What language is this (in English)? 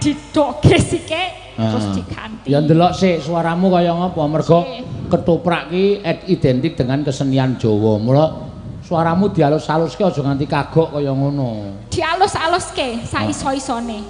Javanese